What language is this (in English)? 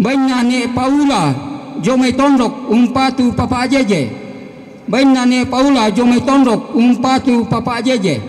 Toraja-Sa'dan